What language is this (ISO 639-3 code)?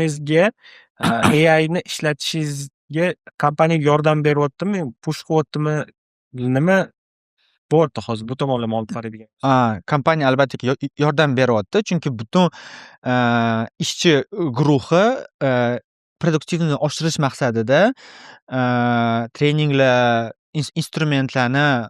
uzb